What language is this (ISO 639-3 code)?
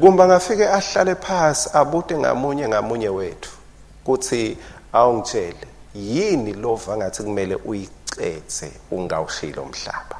ssw